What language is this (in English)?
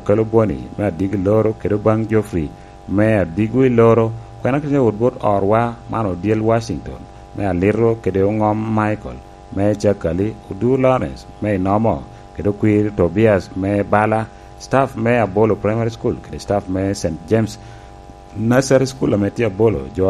Lango (Uganda)